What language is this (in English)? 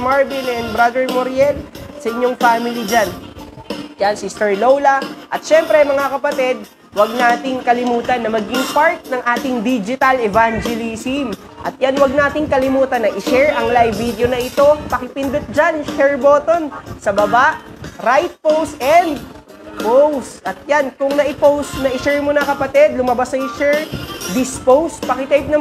Filipino